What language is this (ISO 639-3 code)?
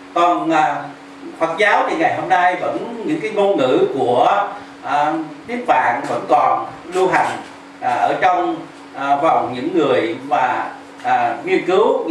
vie